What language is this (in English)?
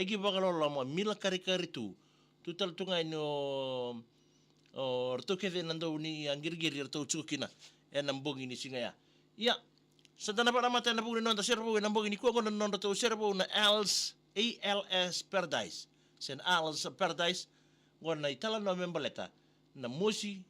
Fijian